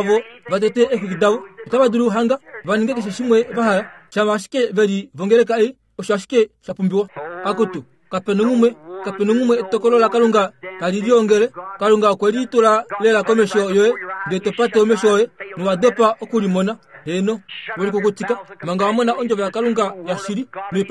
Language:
Kuanyama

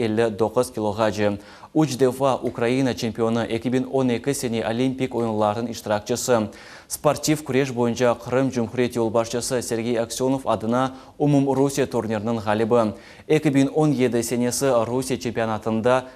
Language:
Crimean Tatar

